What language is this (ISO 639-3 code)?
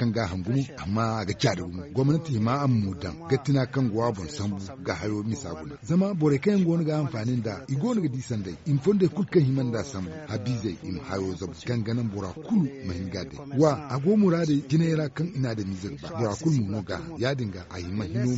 dje